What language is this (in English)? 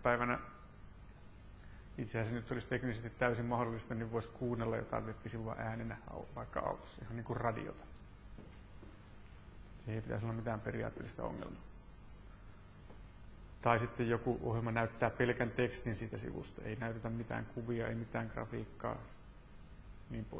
Finnish